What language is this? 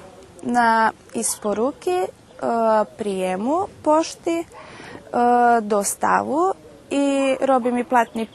Rusyn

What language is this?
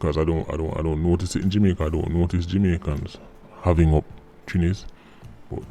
Jamaican Creole English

